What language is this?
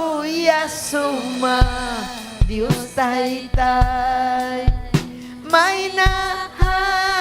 Ayacucho Quechua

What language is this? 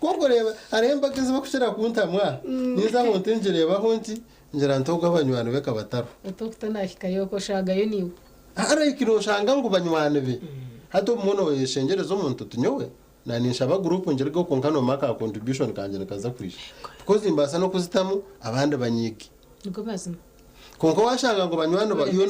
Nyankole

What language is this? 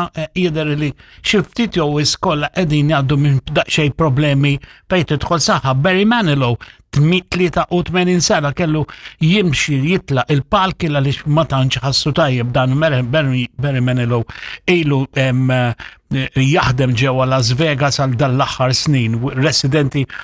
Maltese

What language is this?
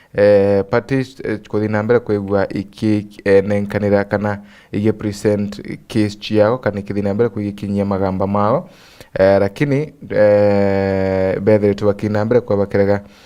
Meru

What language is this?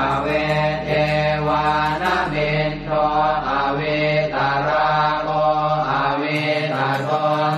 Pali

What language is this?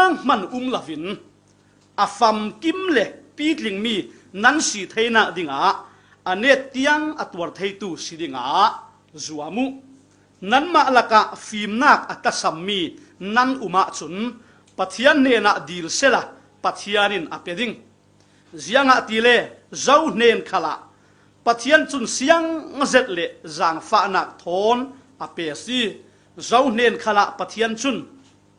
Falam Chin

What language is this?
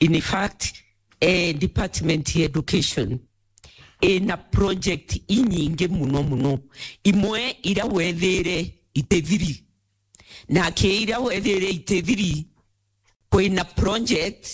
Meru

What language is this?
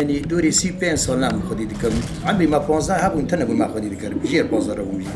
Kurdish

